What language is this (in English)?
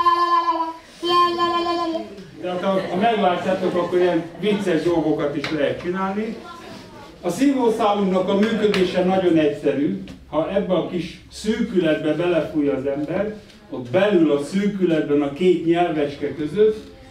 Hungarian